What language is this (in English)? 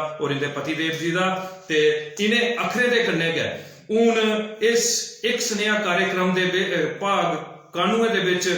Dogri